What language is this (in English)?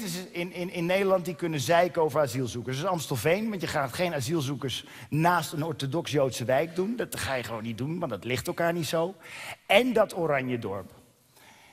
Dutch